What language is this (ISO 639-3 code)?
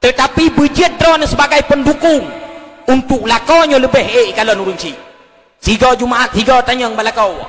ace